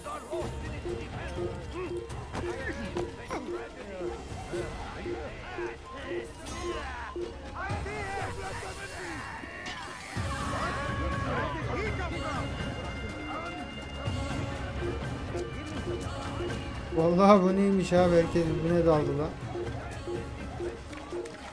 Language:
Turkish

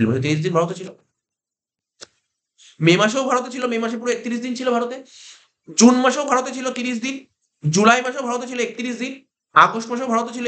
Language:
Bangla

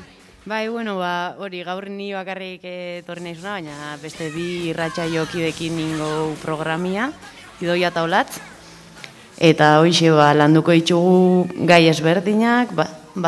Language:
Basque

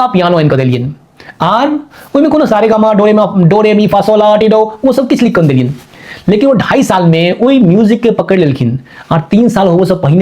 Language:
Maithili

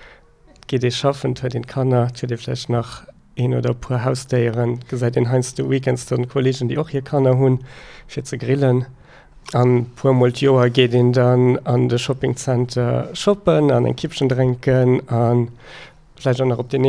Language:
Luxembourgish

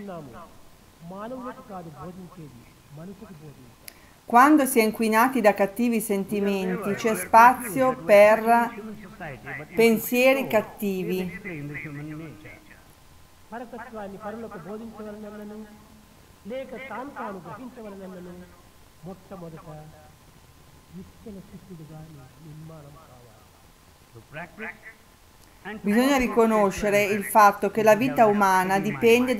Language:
Italian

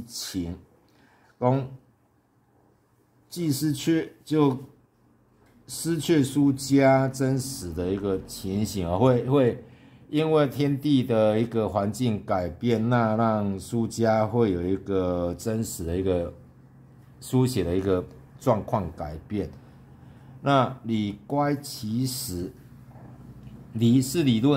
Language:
Chinese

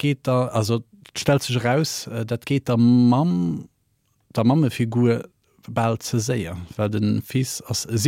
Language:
Luxembourgish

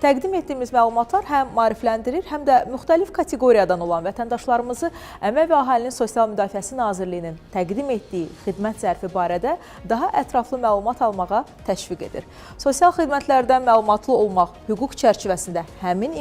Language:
Azerbaijani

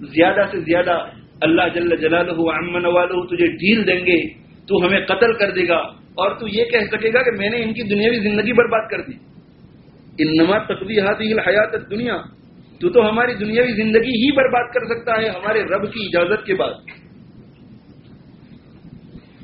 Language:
Urdu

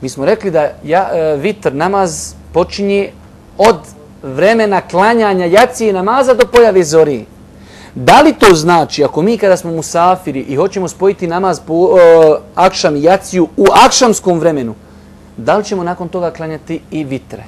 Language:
Bosnian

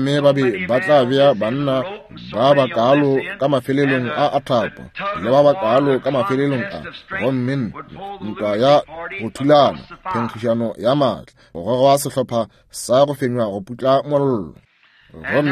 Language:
Northern Sotho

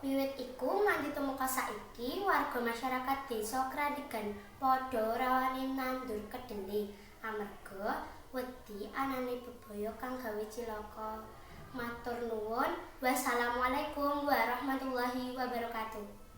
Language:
Javanese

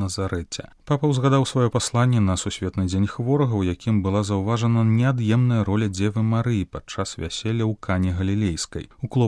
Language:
Belarusian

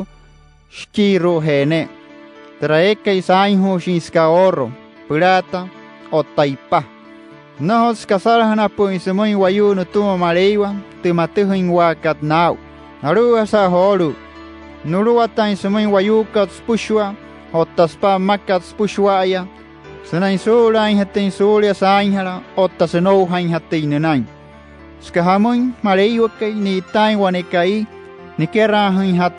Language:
Wayuu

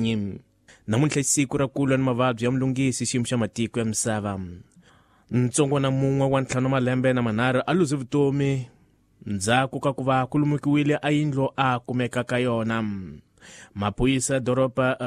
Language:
Tsonga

